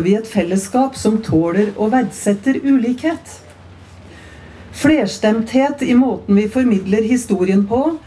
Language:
Norwegian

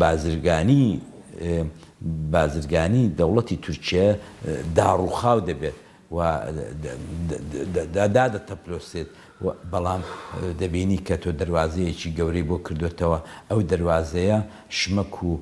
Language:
Central Kurdish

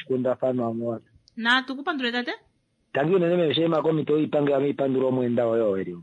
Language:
Kuanyama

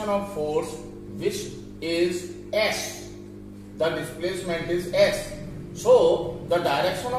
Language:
English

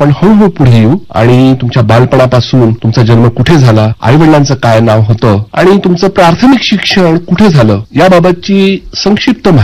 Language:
Marathi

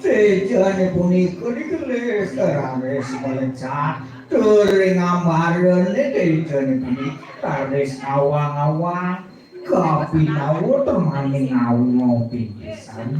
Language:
Balinese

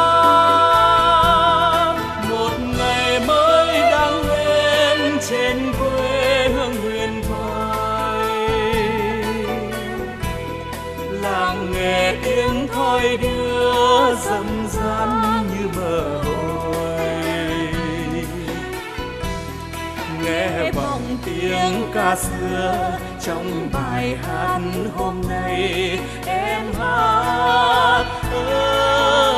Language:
Vietnamese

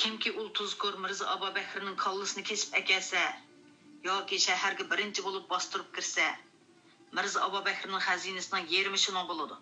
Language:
Uyghur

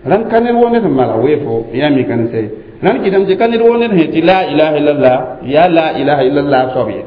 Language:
Mossi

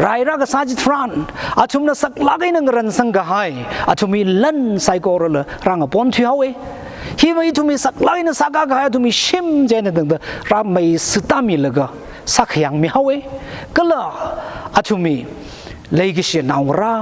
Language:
Tangkhul Naga (India)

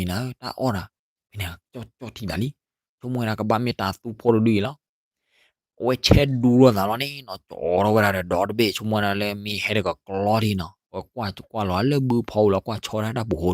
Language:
S'gaw Karen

